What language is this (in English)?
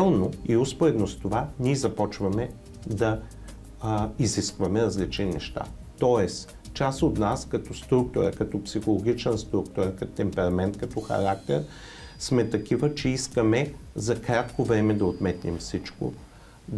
Bulgarian